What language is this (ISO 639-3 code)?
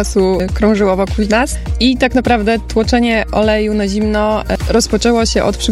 pol